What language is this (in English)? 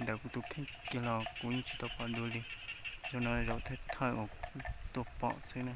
Hmong